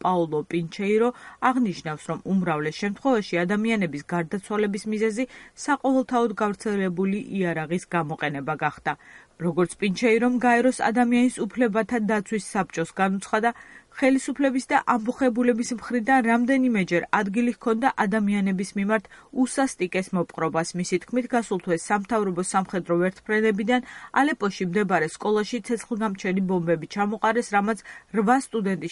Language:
Georgian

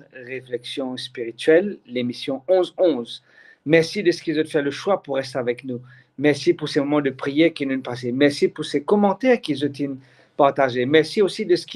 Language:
Morisyen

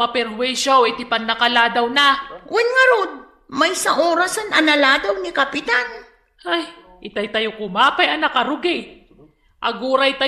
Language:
Iloko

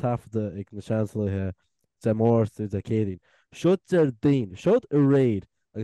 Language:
Irish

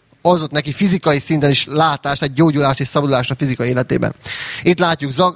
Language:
Hungarian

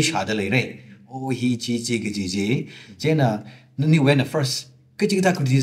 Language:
Tangkhul Naga (India)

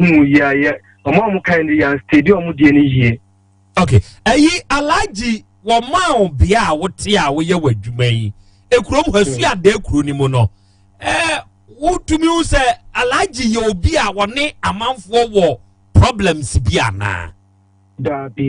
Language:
Akan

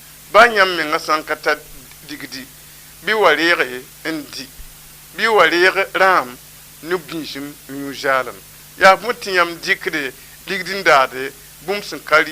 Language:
Mossi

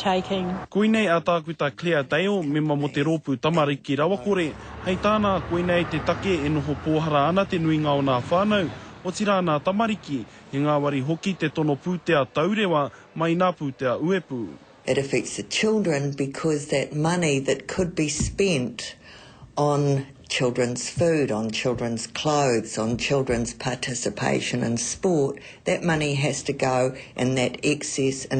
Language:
Māori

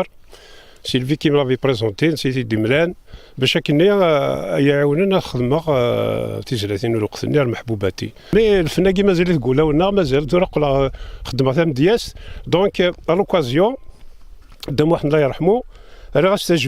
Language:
Kabyle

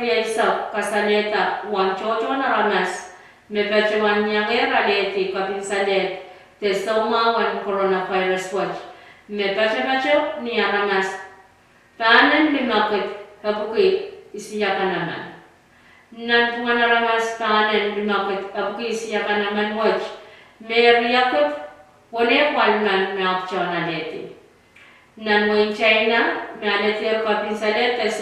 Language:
Pohnpeian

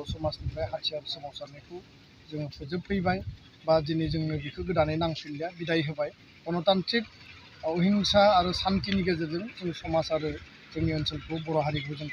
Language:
Bodo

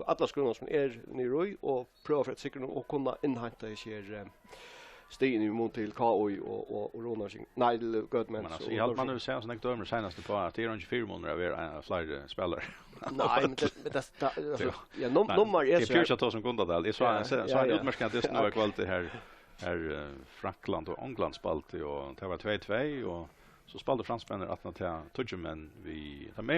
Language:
Faroese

